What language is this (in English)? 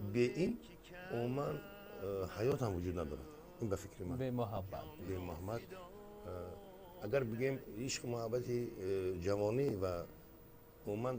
Tajik